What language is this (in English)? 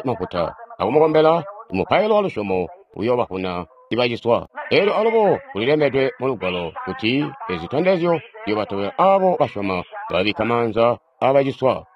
Tonga (Zambia)